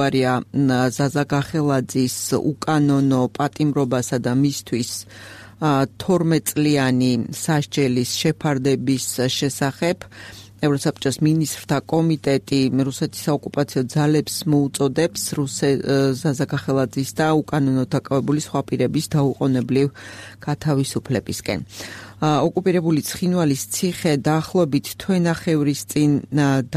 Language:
Georgian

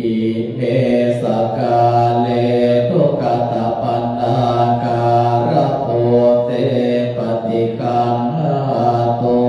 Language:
Pali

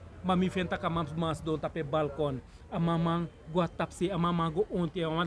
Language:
Sranan Tongo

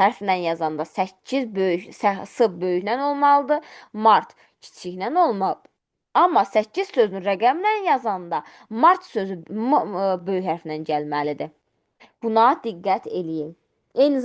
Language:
Azerbaijani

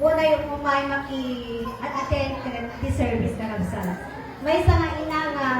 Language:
Iloko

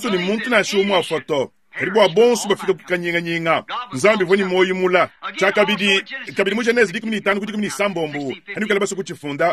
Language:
Luba-Lulua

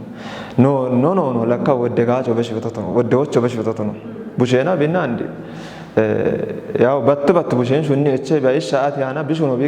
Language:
Kafa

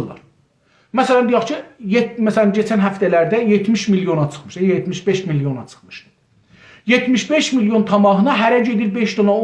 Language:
South Azerbaijani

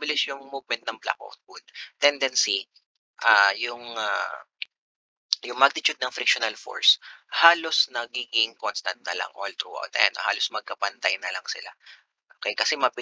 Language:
Filipino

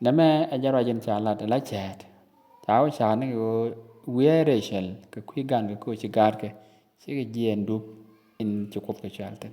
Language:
Nuer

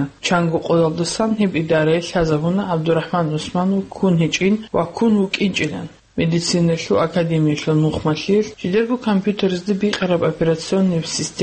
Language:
Avaric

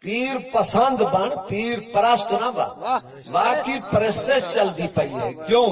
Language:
Saraiki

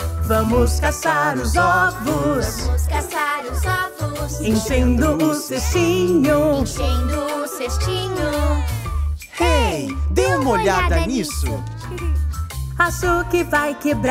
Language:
Portuguese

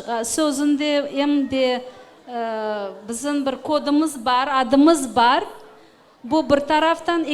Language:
Crimean Tatar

